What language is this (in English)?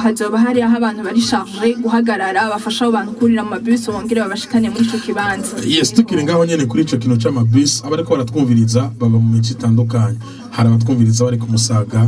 Rundi